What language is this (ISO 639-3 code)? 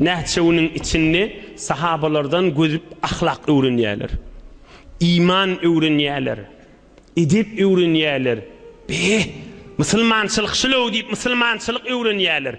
tuk